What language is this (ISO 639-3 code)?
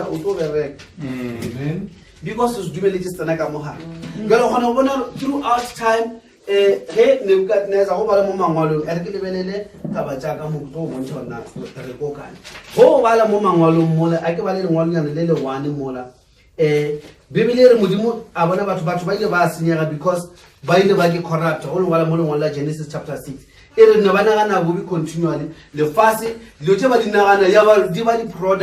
nso